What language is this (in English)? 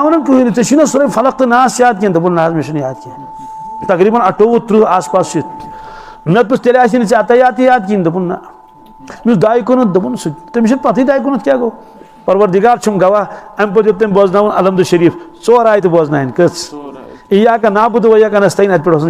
Kashmiri